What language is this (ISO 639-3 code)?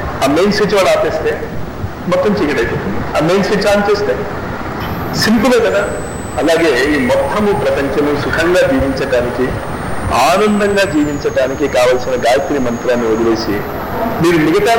tel